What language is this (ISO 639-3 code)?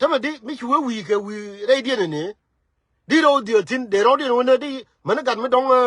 nus